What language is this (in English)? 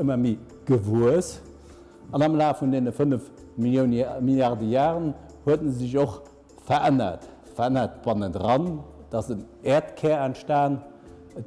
Luxembourgish